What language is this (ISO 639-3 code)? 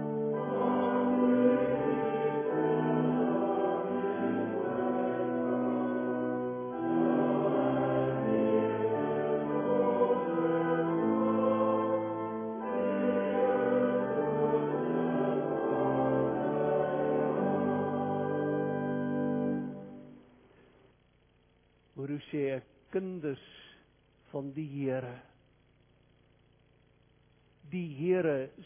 afr